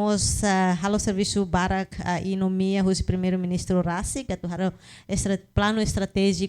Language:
Tetum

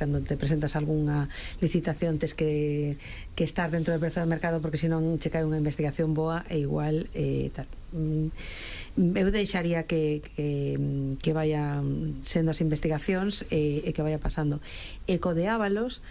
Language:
Galician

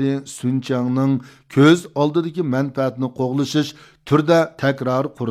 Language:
Uyghur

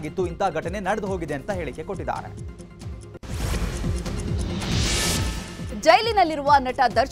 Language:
Kannada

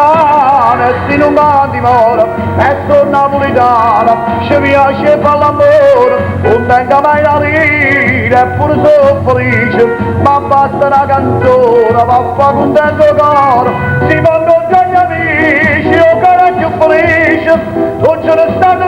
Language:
Neapolitan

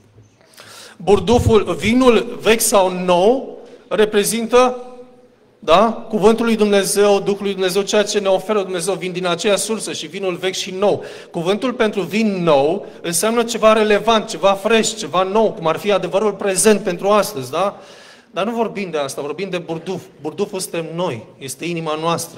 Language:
Romanian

